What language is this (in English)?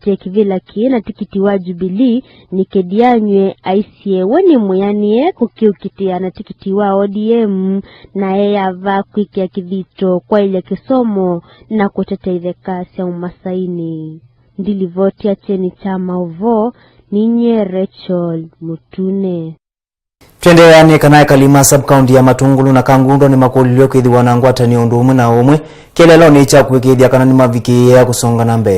Kamba